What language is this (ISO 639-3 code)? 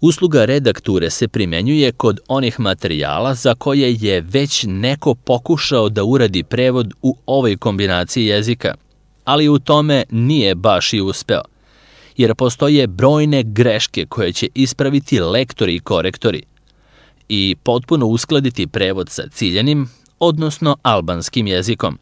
srp